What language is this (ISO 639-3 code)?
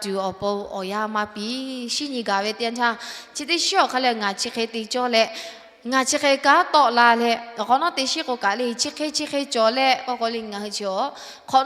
lhu